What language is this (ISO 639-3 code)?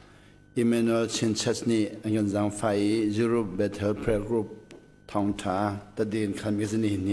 cnh